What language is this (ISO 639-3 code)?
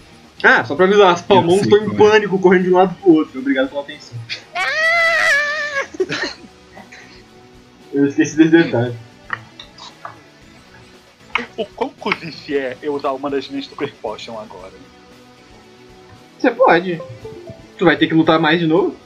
por